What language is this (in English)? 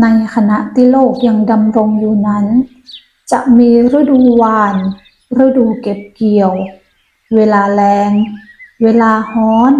Northern Thai